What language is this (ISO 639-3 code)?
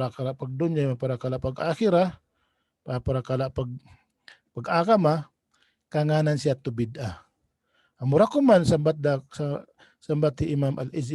tsg